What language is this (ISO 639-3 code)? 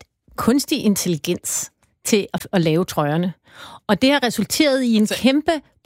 dan